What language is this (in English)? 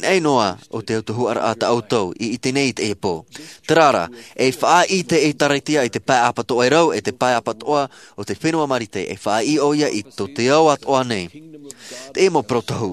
Tahitian